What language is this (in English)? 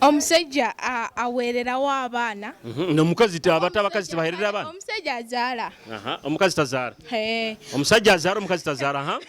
Nyoro